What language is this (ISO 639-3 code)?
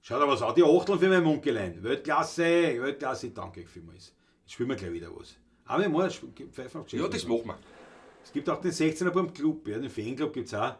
bar